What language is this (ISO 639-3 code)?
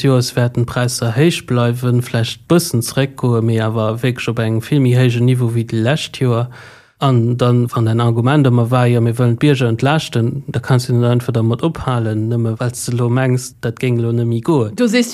ltz